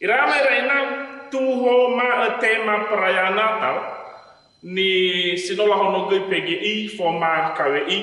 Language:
Nias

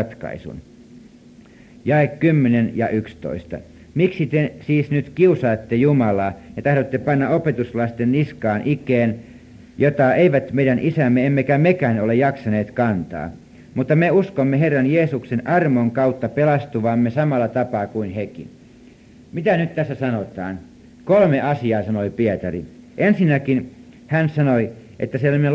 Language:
Finnish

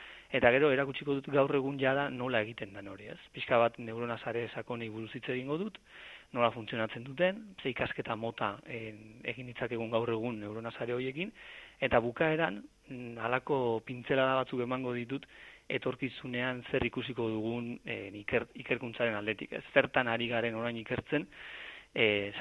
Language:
Basque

